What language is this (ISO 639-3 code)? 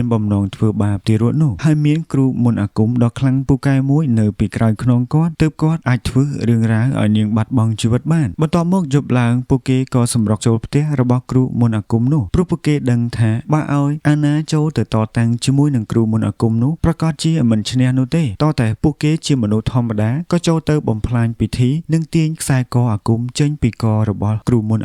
khm